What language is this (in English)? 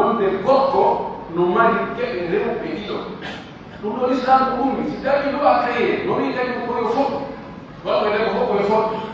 Pular